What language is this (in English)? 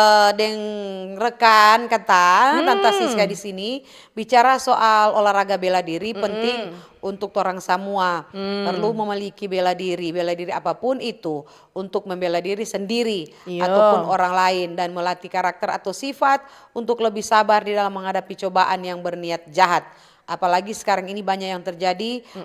Manado Malay